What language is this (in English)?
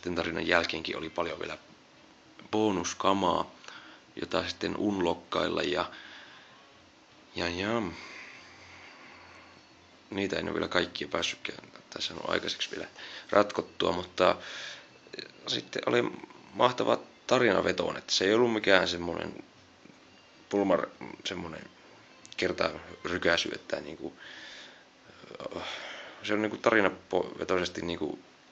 Finnish